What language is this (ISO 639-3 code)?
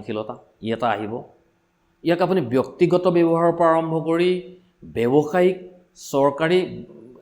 asm